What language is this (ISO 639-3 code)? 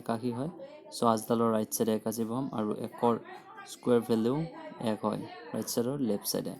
asm